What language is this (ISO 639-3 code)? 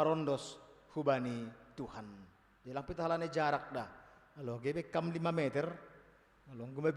bts